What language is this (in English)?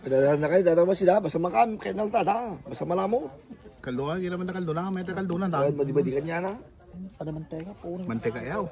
Iloko